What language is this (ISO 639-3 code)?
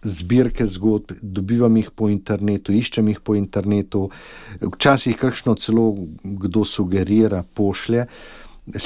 slv